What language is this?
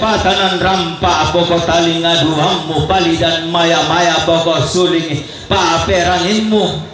Toraja-Sa'dan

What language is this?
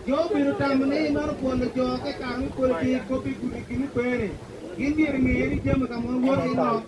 Acoli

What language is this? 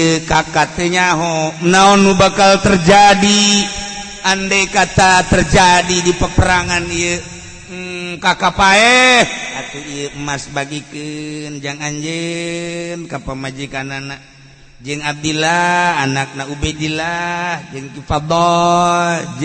Sundanese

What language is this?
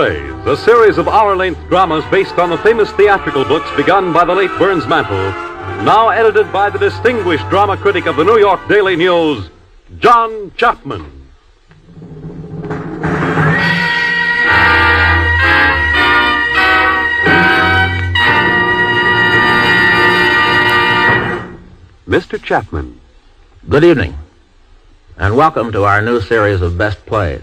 English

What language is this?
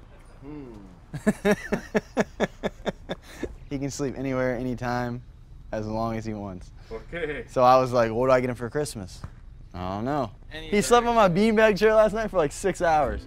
English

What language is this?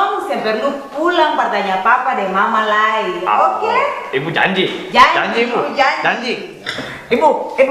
Ambonese Malay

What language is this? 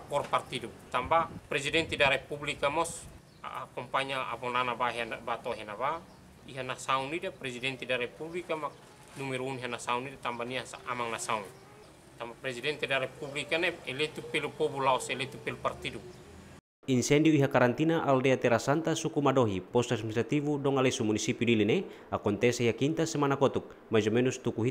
Tetum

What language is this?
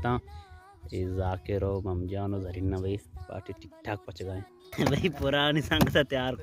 Baluchi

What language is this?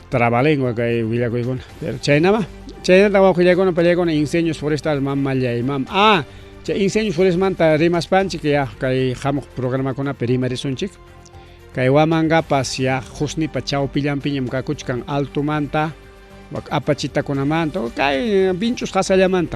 Ayacucho Quechua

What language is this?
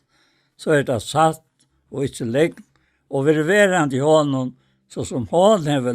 Faroese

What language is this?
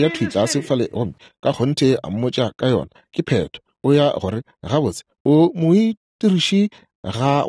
Northern Sotho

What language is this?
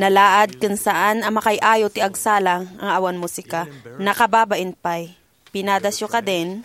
Iloko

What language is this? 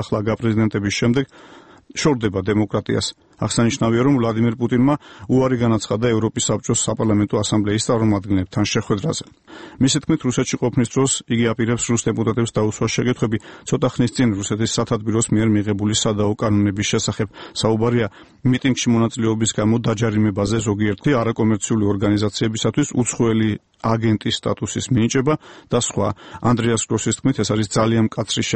Georgian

